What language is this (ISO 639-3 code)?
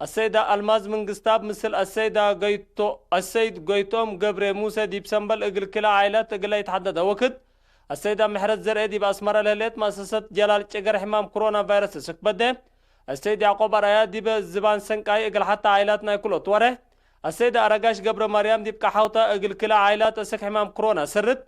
tig